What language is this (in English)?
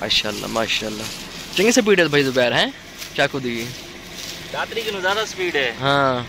Saraiki